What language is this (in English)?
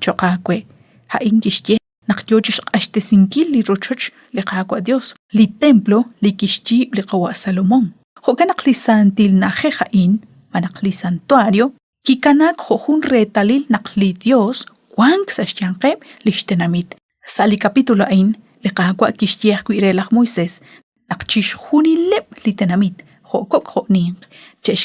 Kekchí